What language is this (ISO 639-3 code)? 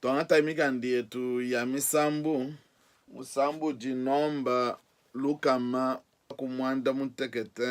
lua